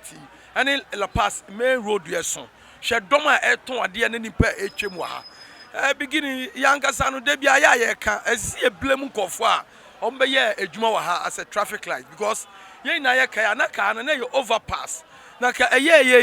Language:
Akan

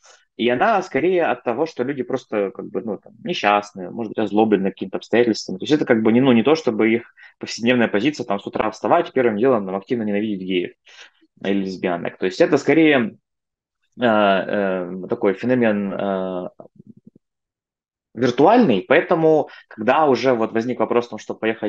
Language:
Russian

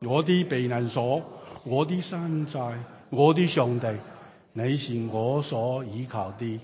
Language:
Cantonese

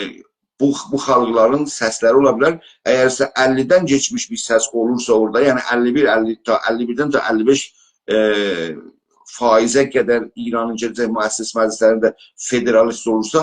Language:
South Azerbaijani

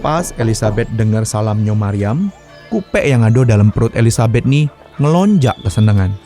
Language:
Musi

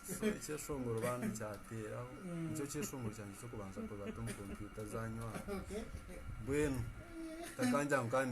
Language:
Nyankole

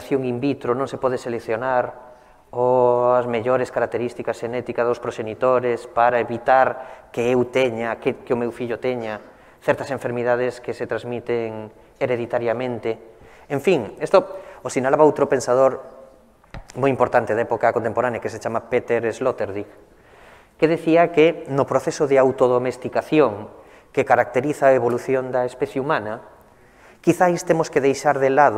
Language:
Galician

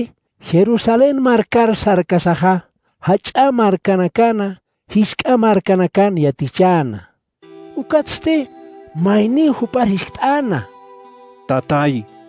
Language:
Aymara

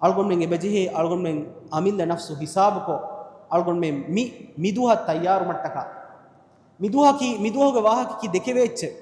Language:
Divehi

